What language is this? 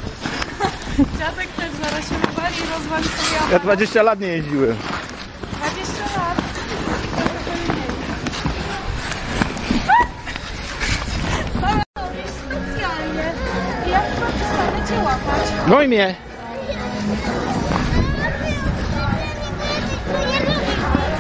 Polish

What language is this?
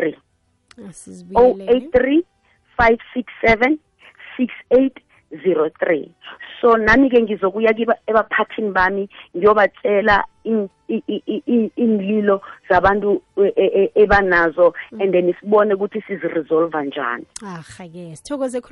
South Ndebele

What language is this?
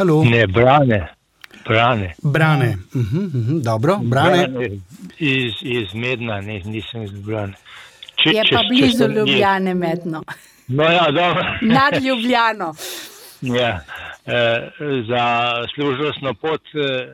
Slovenian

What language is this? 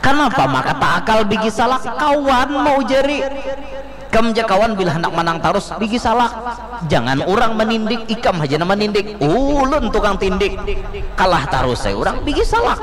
Banjar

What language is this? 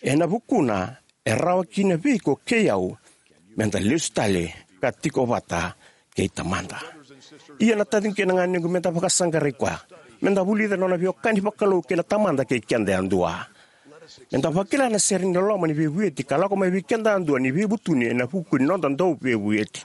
Fijian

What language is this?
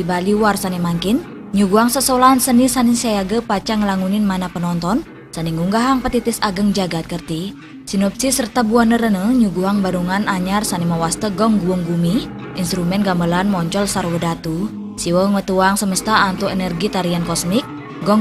Balinese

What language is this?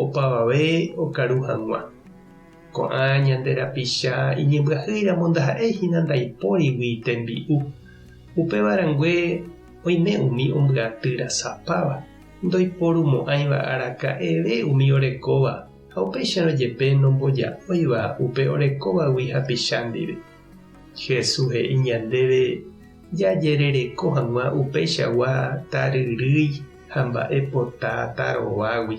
Guarani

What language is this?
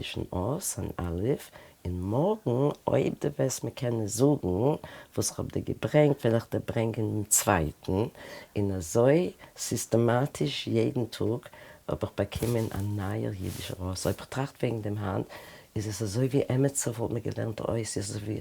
Yiddish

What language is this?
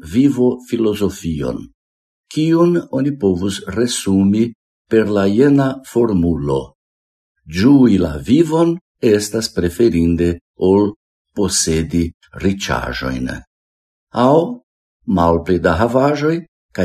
Esperanto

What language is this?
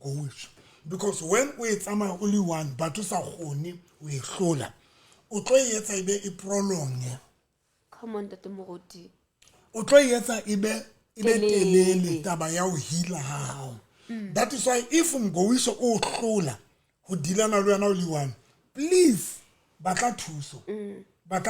Southern Sotho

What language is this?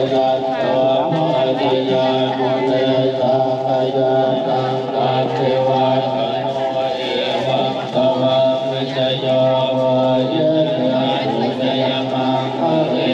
Pali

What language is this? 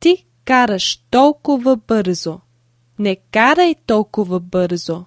Bulgarian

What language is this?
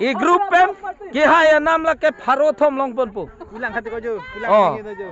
Karbi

